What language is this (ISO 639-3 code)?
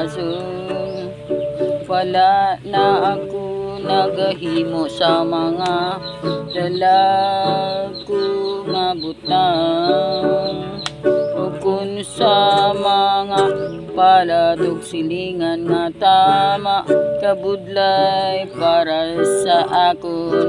hil